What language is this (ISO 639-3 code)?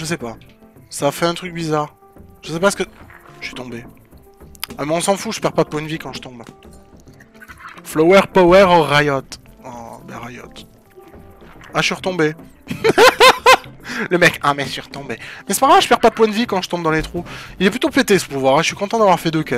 fra